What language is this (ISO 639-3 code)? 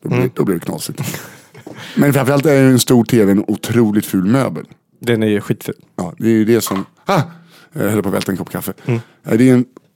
swe